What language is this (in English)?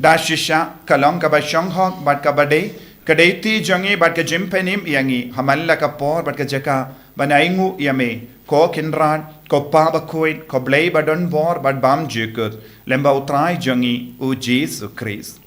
Khasi